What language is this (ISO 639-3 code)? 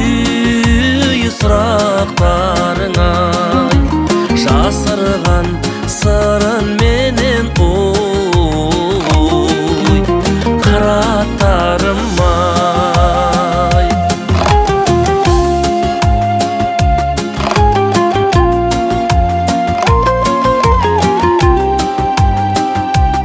kaz